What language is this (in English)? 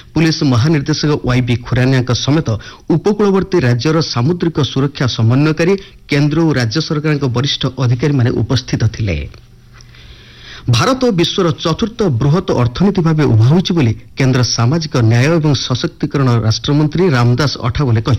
Odia